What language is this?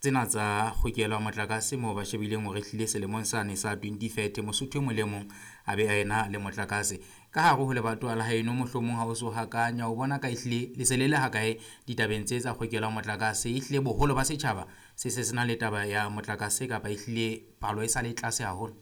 Southern Sotho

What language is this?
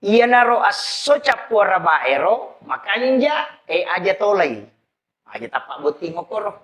Buginese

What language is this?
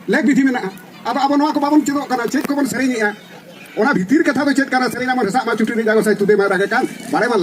Santali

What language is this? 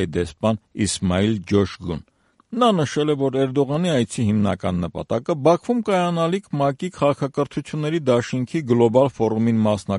Armenian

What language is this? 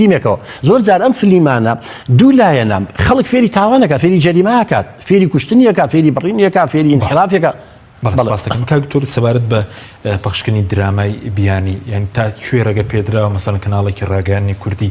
Central Kurdish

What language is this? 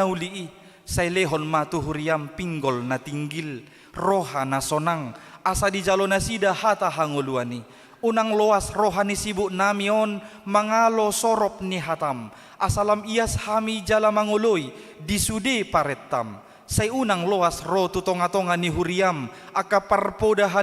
Batak Toba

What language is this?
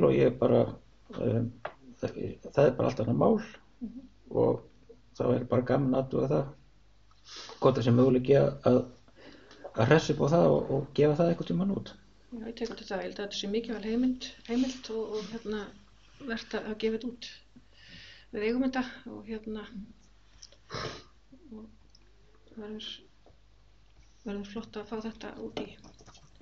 Icelandic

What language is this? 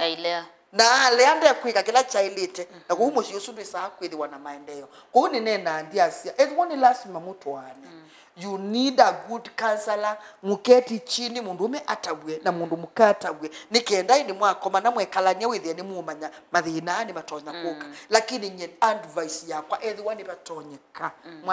Kamba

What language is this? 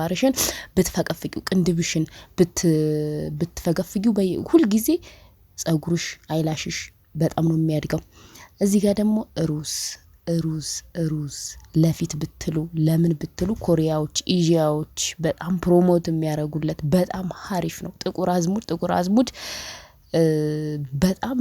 Amharic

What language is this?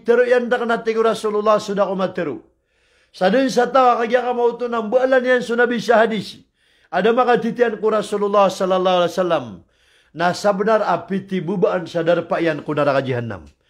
Maranao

